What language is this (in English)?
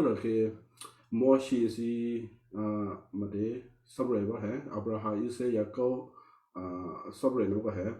Western Kayah